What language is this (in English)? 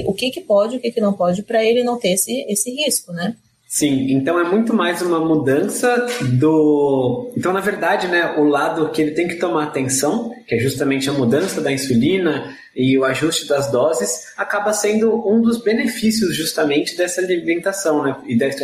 Portuguese